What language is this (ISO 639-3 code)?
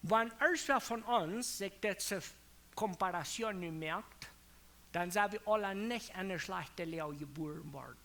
pdt